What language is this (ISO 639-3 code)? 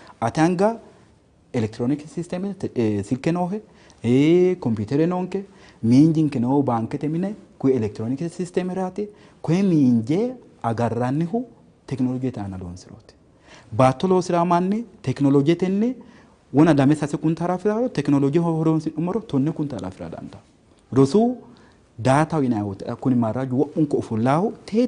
sid